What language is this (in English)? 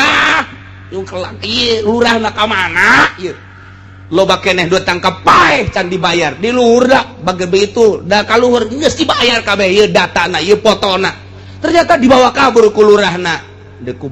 Sundanese